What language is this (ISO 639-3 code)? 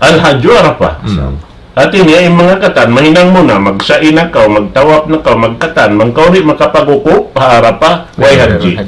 tsg